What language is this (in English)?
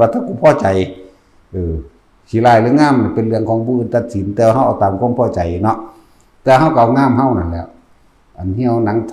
Northeastern Thai